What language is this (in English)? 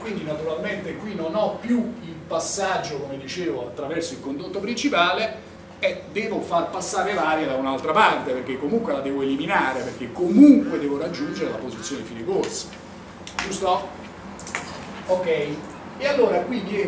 Italian